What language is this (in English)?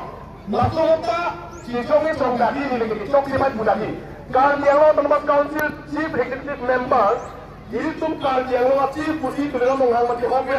Karbi